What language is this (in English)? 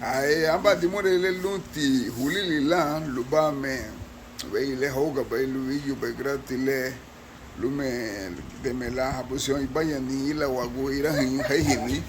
Garifuna